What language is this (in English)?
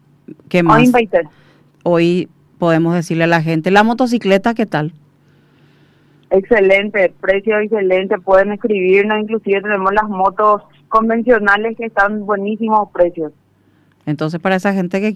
Spanish